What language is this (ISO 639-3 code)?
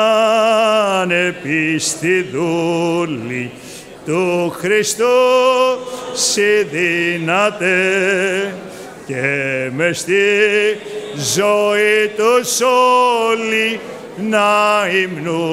ell